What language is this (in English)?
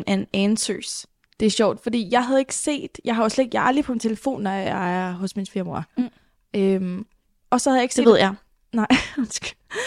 Danish